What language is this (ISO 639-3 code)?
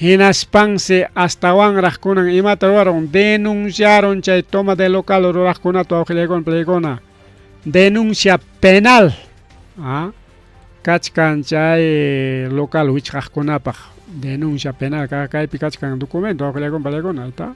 quy